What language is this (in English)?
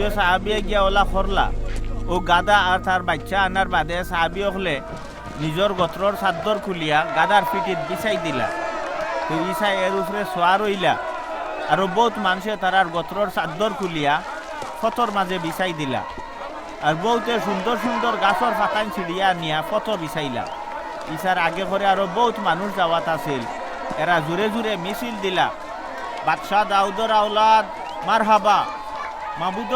Sylheti